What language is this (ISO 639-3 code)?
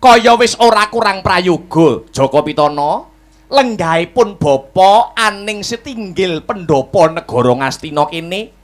jav